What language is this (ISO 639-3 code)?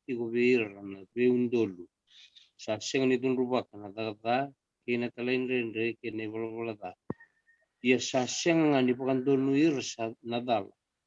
fij